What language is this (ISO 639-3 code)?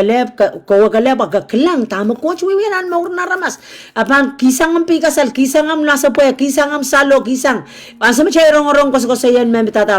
pon